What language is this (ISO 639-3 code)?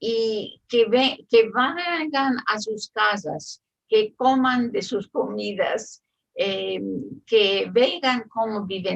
lad